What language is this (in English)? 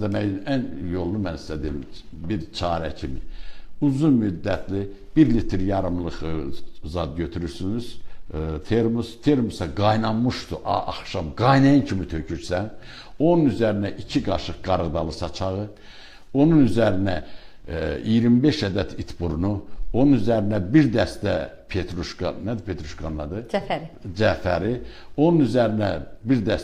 Azerbaijani